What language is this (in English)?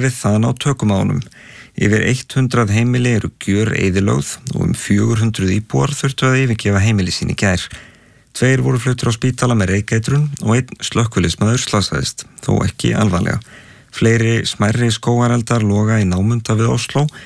Icelandic